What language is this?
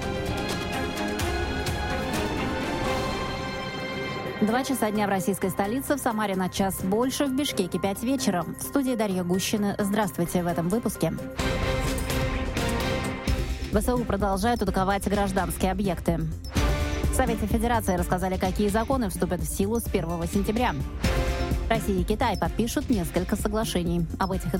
Russian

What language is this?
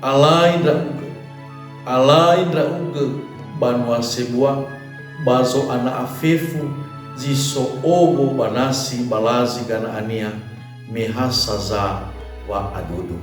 Nias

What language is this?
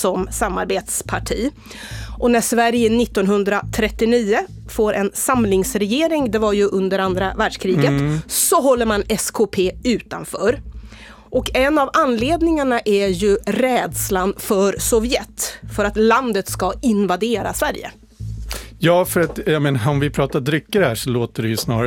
Swedish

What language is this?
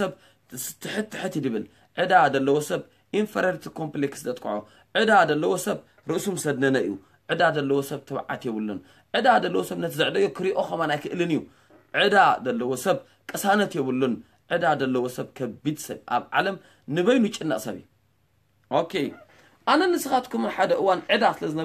Tigrinya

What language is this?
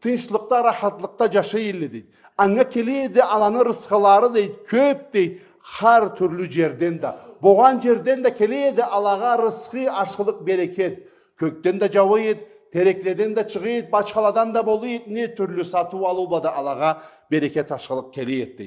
Karachay-Balkar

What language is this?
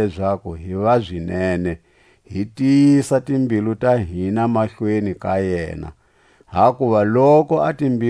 Tswa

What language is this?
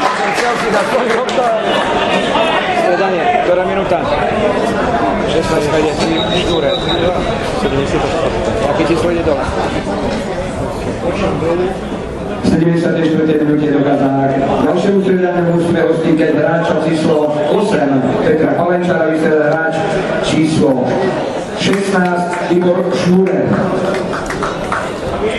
Slovak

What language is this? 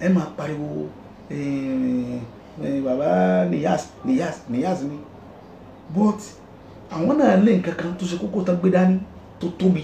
Yoruba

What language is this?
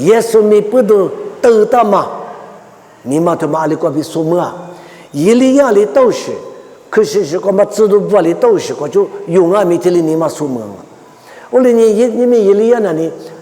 Lisu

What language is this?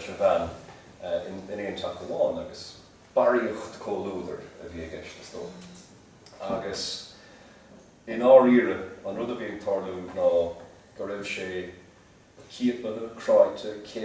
Irish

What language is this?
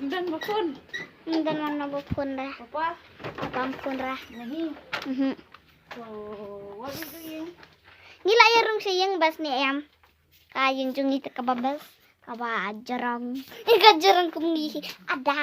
Khasi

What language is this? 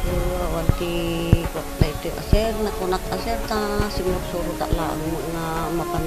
Iloko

